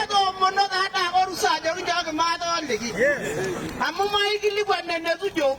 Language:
Masai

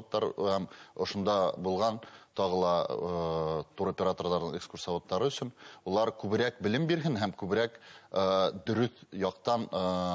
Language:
Bashkir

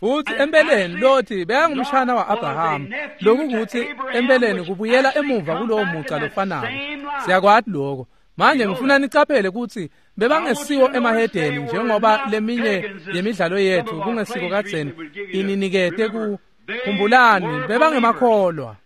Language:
Swati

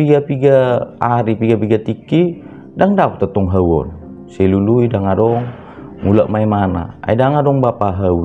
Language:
Batak Toba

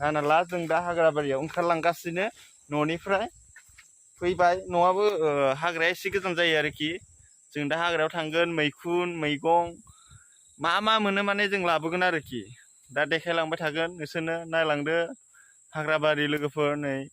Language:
Bodo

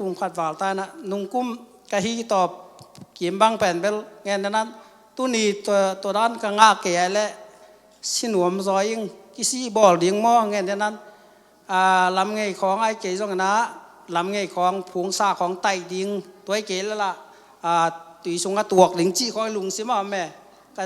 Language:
Tedim Chin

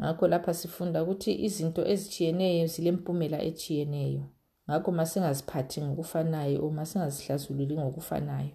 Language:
North Ndebele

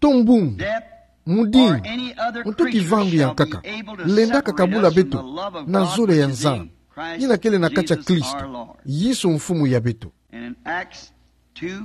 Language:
Kituba (Democratic Republic of Congo)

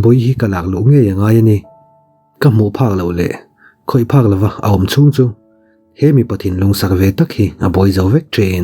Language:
Mizo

